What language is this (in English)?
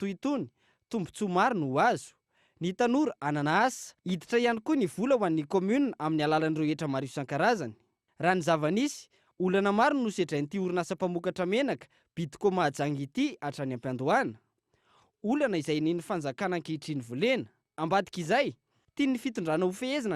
Malagasy